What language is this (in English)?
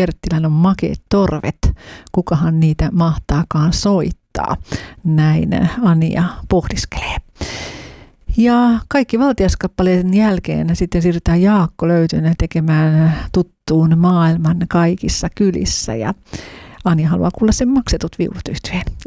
Finnish